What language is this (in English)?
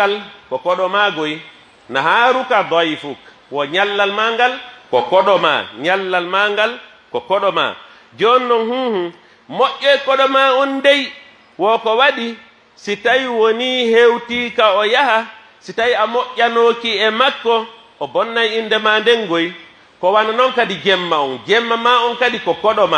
Pular